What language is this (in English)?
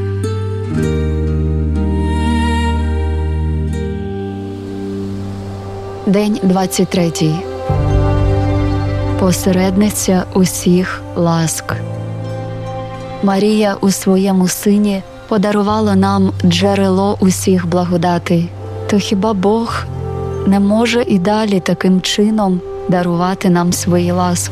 Ukrainian